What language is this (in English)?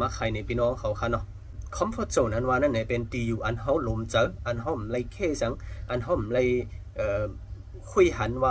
Shan